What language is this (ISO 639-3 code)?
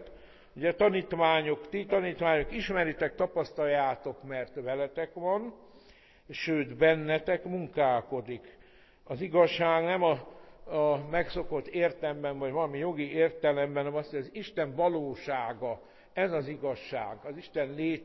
hun